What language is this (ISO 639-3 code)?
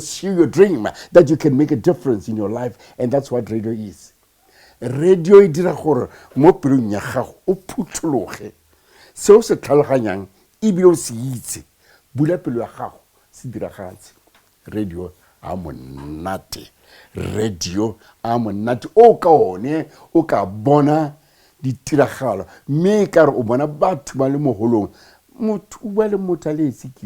tsn